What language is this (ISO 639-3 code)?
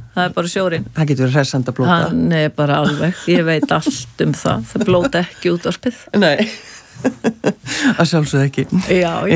isl